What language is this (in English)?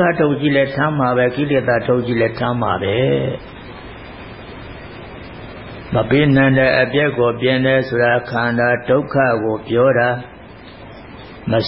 Burmese